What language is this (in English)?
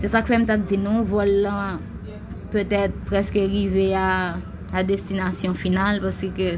Haitian Creole